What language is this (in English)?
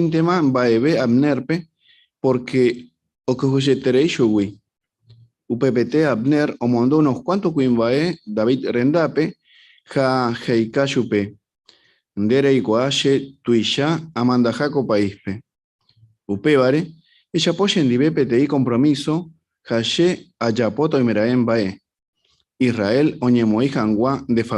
Guarani